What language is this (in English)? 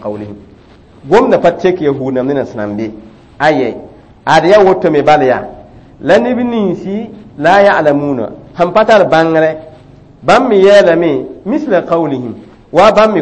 Mossi